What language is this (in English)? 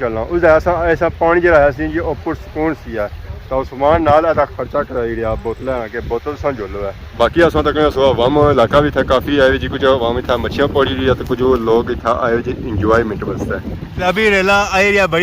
Pahari-Potwari